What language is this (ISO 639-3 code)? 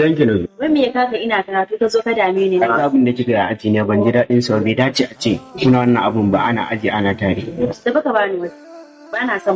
hau